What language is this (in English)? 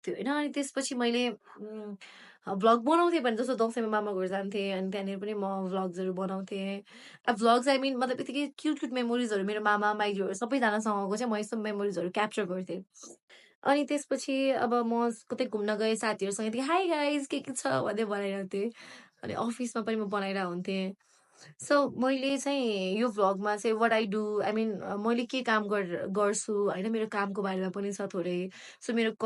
Nepali